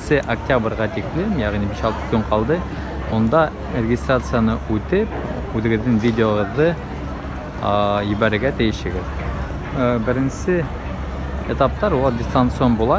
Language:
Bashkir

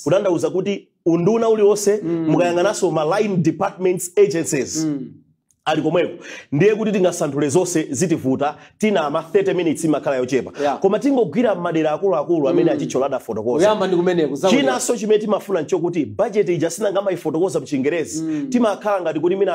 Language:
Nyanja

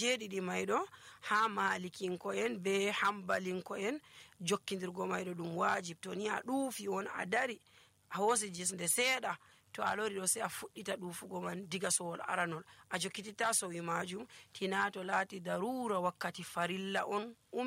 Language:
Nigerian Fulfulde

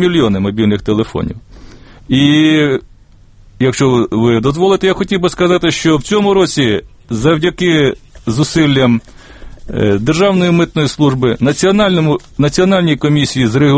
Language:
Ukrainian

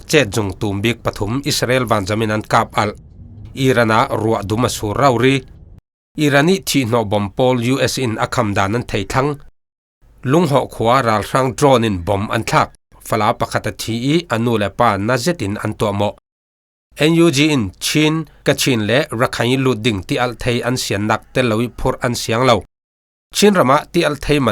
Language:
Falam Chin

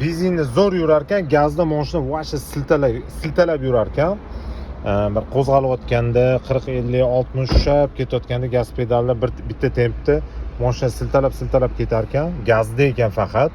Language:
Uzbek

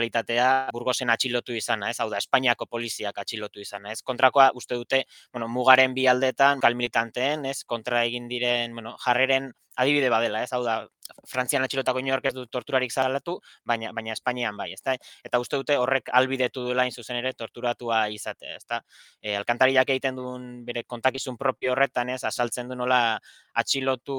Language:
Basque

